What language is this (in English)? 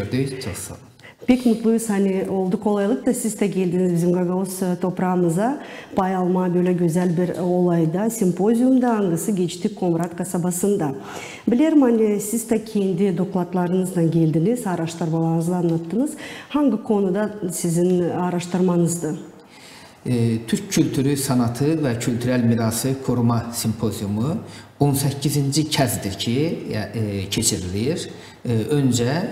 Gagauz